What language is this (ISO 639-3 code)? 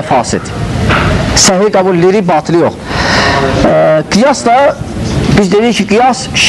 aze